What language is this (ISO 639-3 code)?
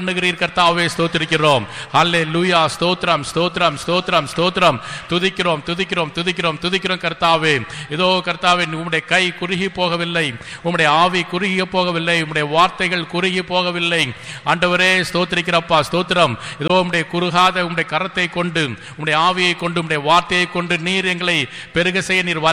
tam